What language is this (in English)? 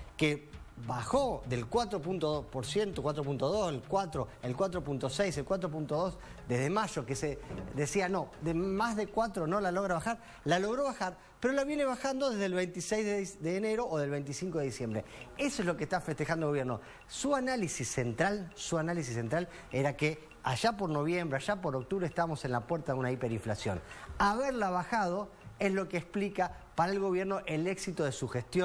Spanish